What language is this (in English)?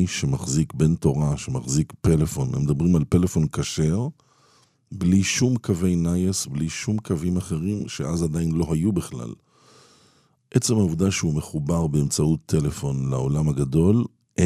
Hebrew